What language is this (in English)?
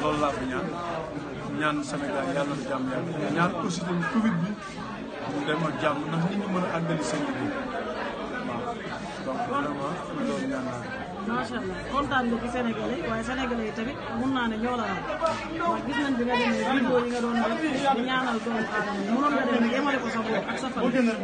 Wolof